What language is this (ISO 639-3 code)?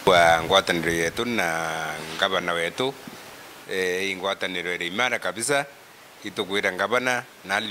mer